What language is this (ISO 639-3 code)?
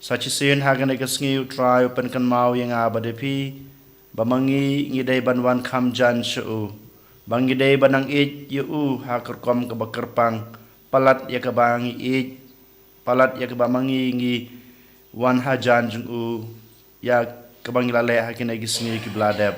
kha